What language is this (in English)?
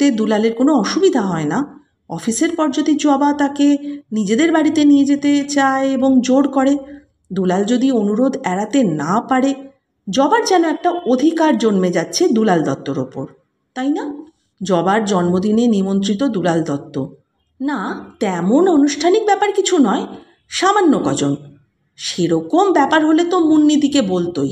Bangla